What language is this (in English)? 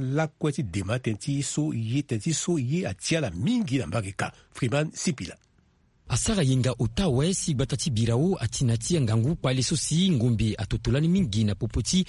Sango